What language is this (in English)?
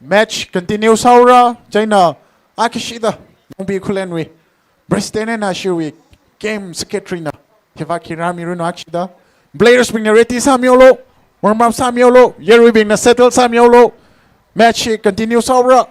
Tangkhul Naga (India)